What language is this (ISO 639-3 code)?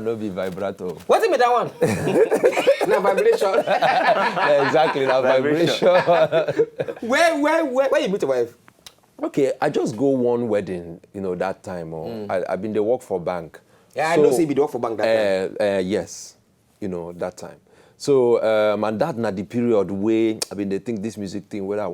pcm